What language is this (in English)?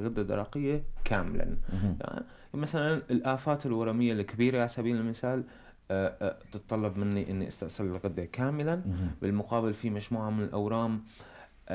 North Levantine Arabic